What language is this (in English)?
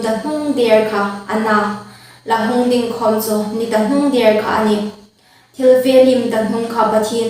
Hmar